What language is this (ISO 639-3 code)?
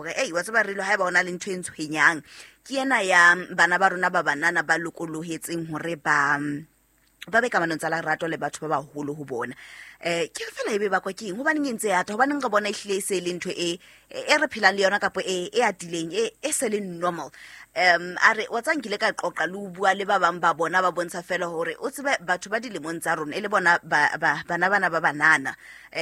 sot